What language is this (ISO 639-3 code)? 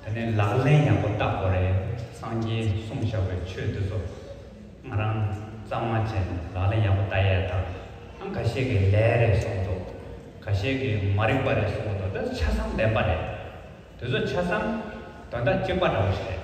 bod